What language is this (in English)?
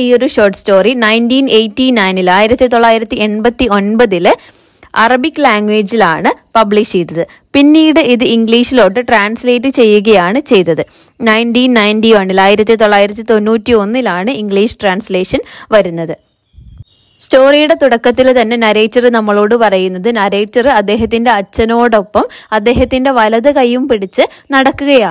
Malayalam